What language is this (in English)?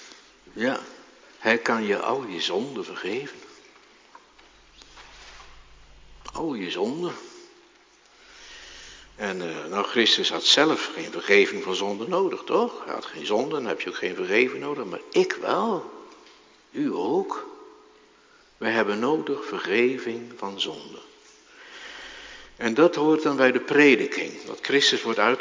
Dutch